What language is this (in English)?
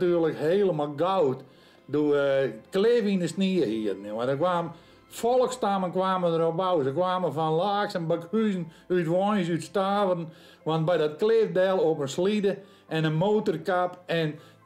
Western Frisian